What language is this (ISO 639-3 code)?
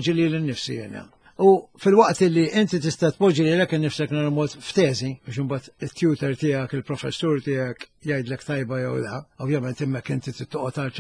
mlt